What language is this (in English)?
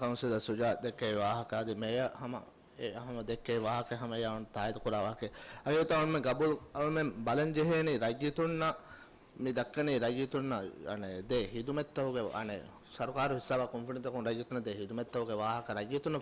Divehi